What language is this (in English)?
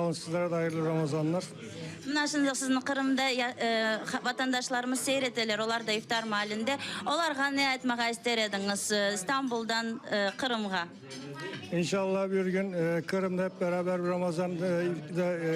Crimean Tatar